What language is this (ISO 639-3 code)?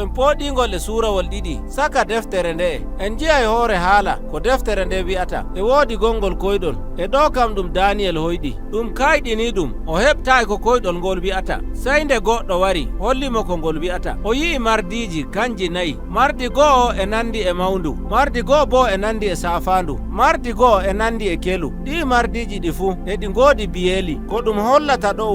fuv